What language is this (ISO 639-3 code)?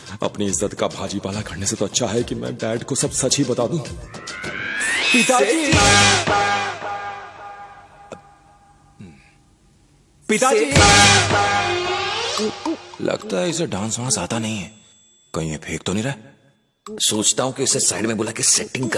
hin